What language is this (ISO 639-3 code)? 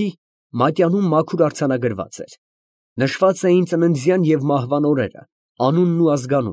hye